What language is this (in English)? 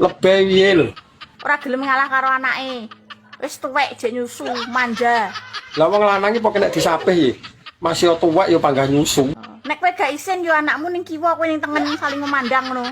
Javanese